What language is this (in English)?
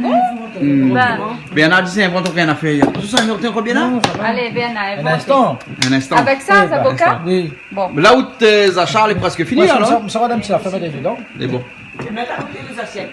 Réunion Creole French